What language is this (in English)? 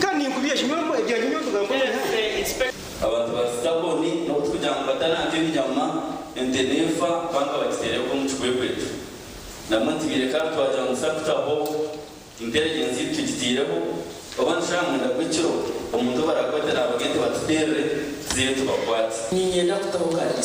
Nyankole